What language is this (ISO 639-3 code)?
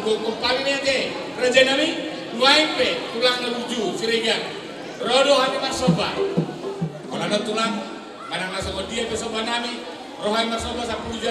bbc